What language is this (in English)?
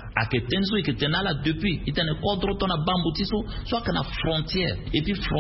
Sango